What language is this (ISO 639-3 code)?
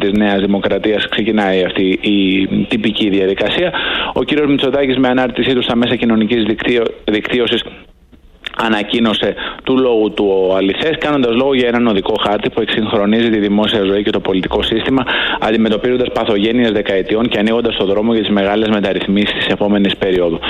ell